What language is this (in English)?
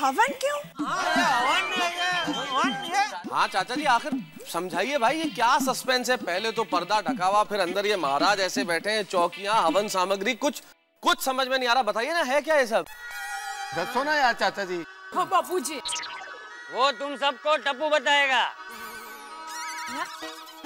Hindi